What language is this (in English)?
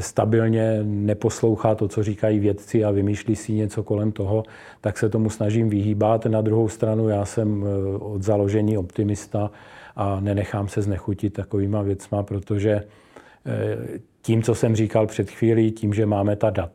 Czech